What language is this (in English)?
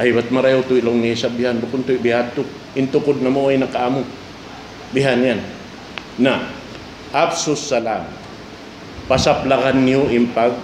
Tausug